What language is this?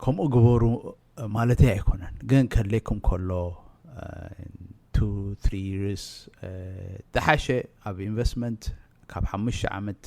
Tigrinya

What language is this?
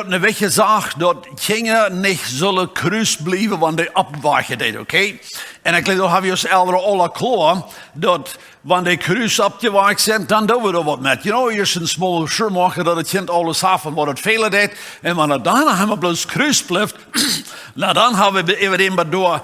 Plautdietsch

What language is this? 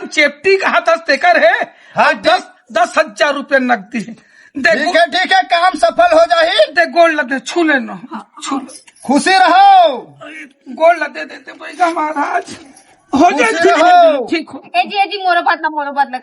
Chhattisgarhi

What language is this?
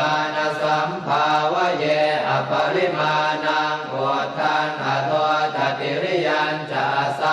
Pali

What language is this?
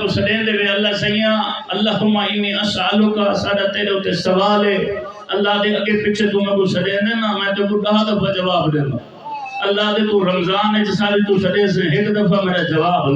Saraiki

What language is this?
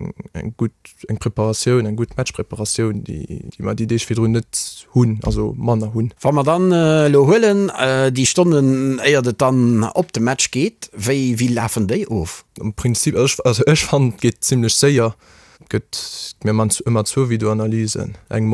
Luxembourgish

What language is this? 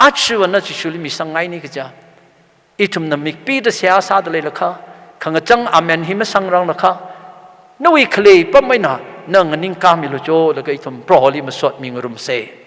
Tangkhul Naga (India)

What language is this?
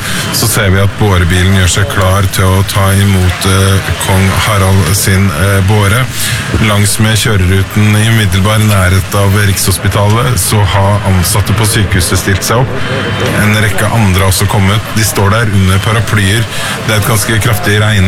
Norwegian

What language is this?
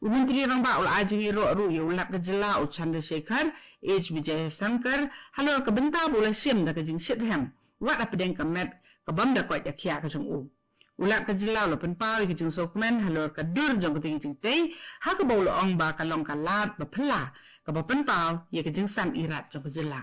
Khasi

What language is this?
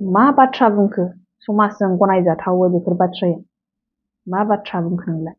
Bodo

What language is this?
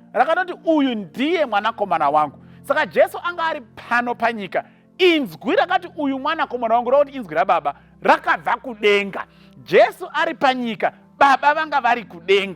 Shona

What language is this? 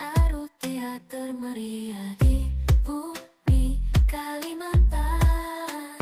Banjar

